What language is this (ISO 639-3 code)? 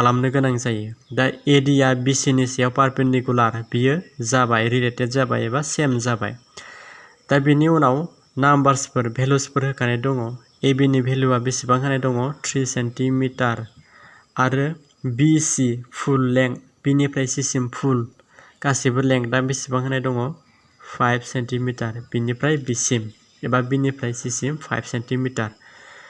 brx